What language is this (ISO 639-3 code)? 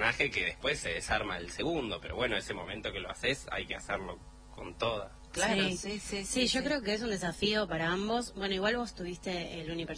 spa